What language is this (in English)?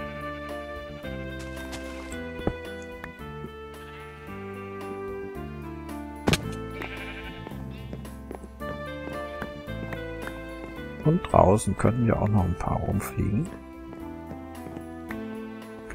German